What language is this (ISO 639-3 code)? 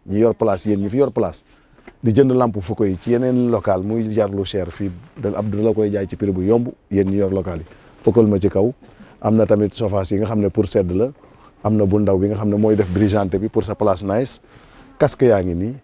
wol